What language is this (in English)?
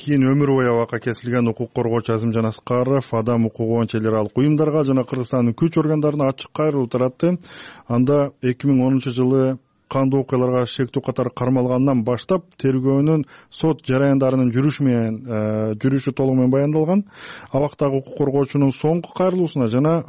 Kyrgyz